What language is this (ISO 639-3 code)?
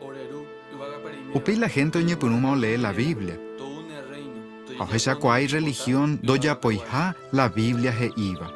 grn